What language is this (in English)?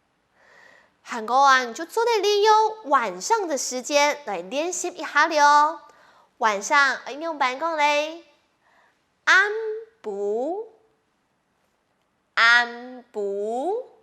Hakka Chinese